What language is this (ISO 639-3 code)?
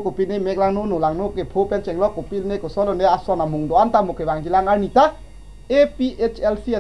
mjw